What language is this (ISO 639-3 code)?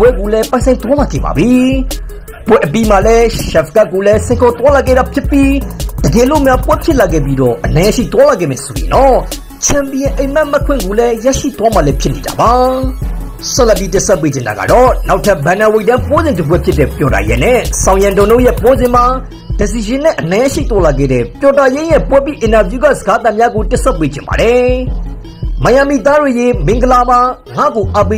mya